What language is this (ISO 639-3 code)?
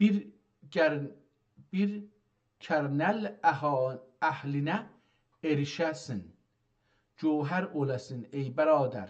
azb